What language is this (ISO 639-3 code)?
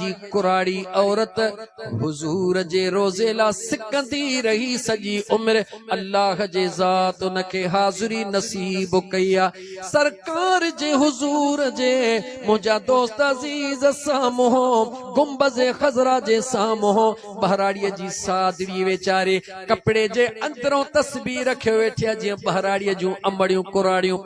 snd